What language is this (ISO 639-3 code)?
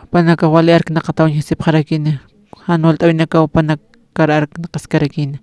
aym